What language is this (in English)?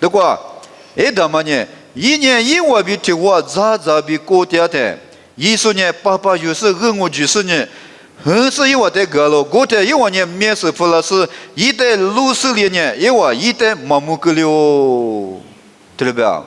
Lisu